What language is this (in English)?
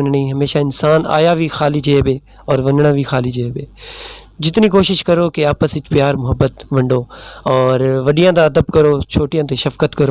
Saraiki